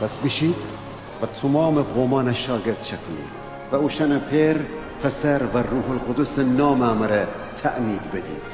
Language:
Gilaki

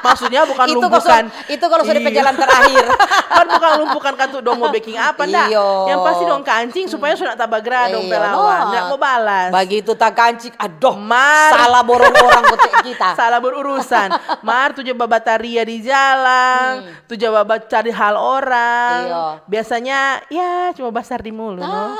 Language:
Manado Malay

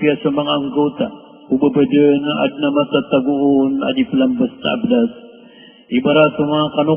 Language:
Maranao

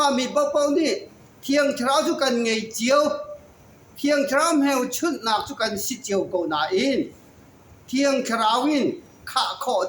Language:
Falam Chin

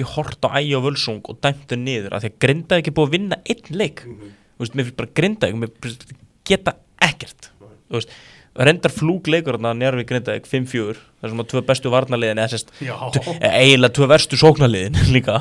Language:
Icelandic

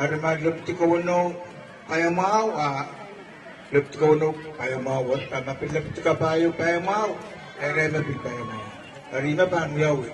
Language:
Pohnpeian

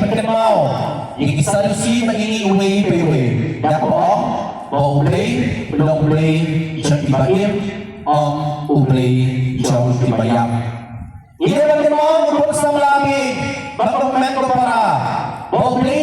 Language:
Khasi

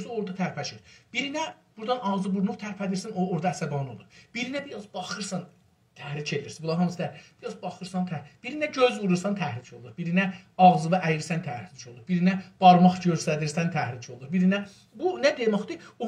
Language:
South Azerbaijani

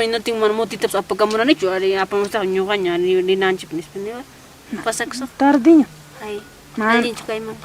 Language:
Ayacucho Quechua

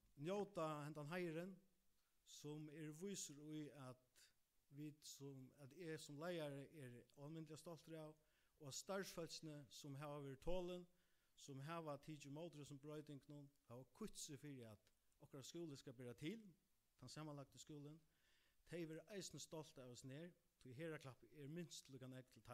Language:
Faroese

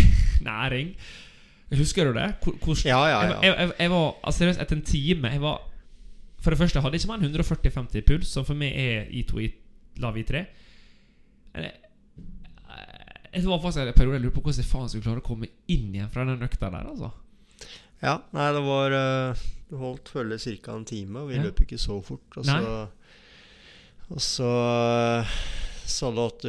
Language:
Norwegian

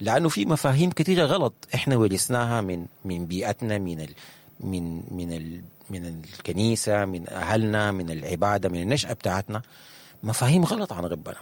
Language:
Sudanese Arabic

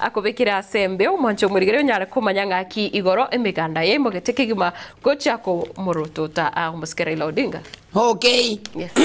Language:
Gusii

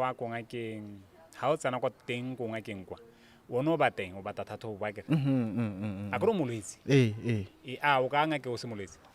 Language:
Tswana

